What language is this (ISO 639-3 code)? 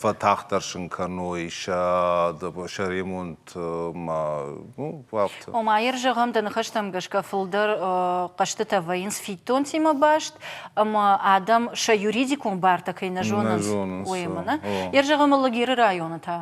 oss